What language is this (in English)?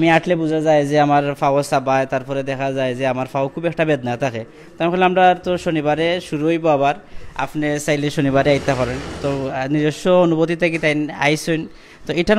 Sylheti